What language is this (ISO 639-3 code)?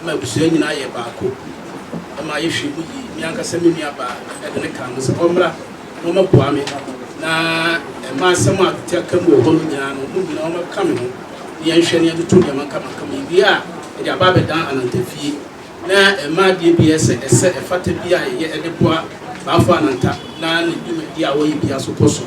aka